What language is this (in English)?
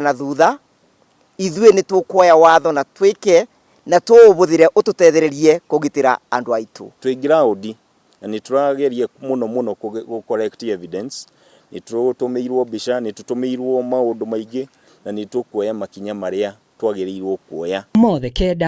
Kikuyu